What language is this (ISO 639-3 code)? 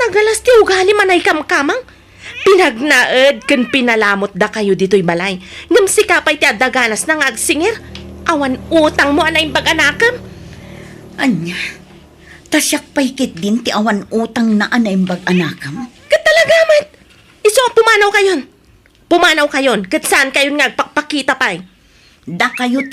ilo